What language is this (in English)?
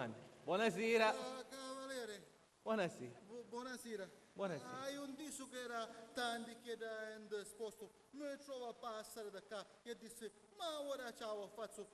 Sicilian